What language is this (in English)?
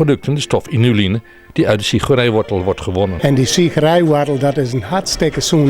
Western Frisian